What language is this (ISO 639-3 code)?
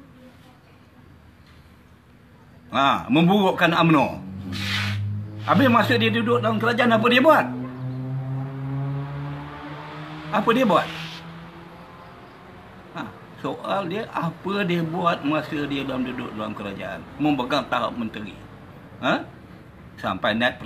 msa